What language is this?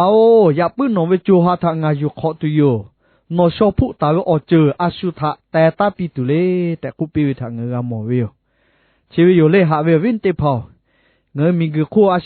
Lahu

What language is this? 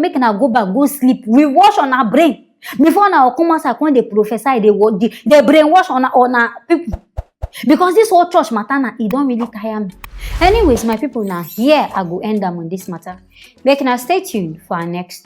Nigerian Pidgin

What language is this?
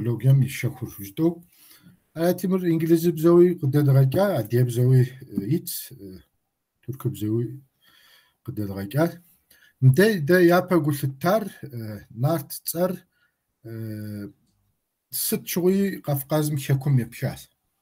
Kabardian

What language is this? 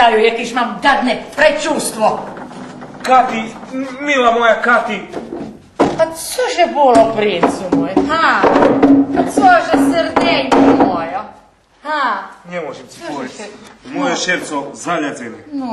Rusyn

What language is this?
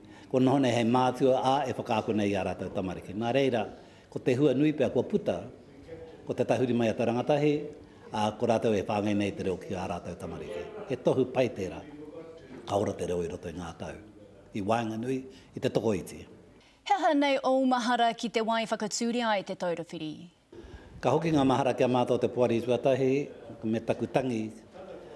Māori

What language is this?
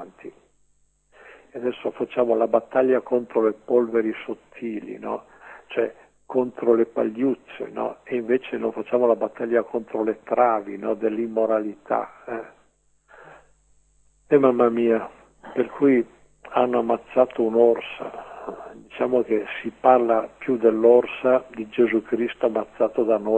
Italian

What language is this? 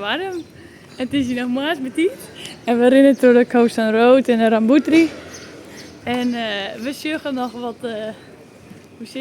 Western Frisian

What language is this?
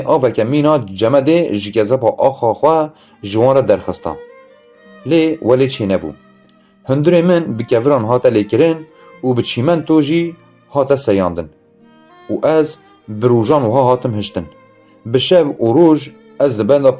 Kurdish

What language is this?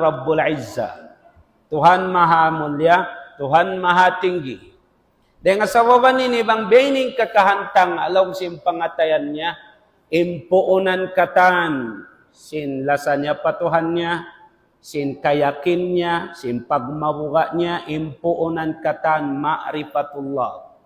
Tausug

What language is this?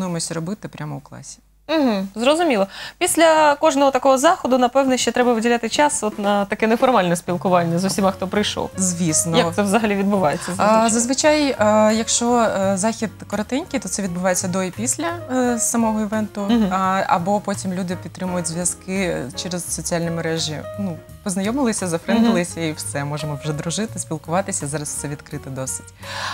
Ukrainian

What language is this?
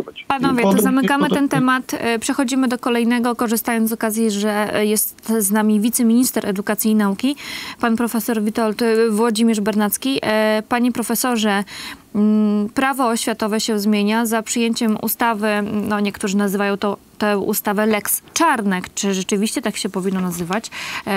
Polish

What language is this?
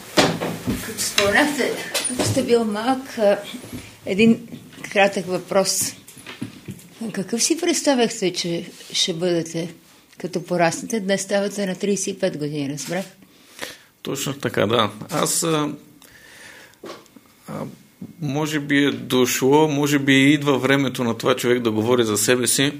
Bulgarian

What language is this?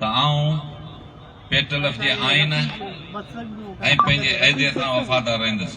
Sindhi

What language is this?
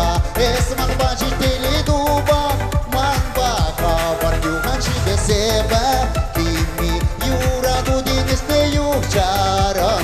Chuvash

